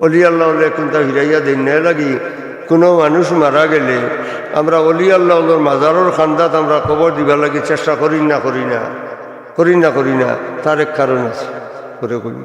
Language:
Sylheti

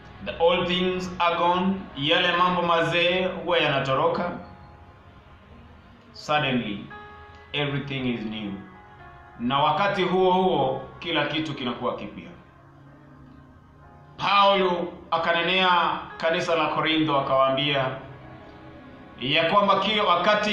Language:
Swahili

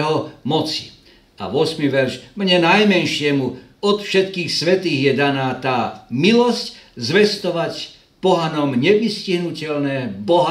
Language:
Slovak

